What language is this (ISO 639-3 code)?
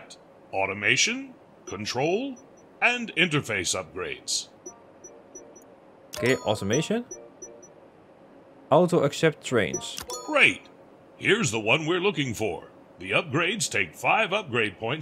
nld